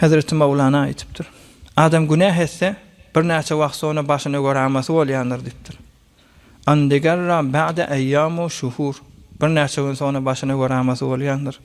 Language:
Turkmen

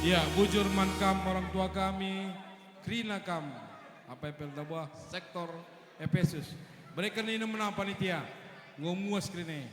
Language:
Batak Karo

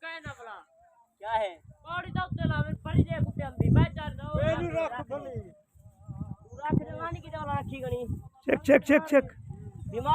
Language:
Saraiki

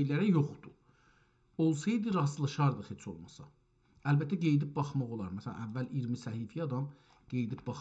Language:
South Azerbaijani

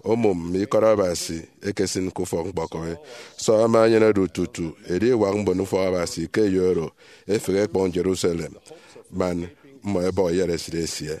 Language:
Efik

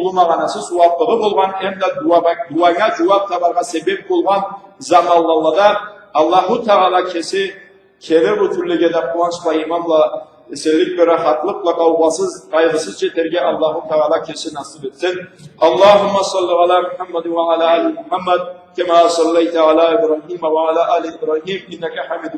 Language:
Karachay-Balkar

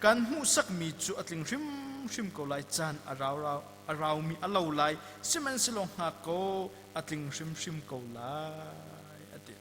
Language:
Hakha Chin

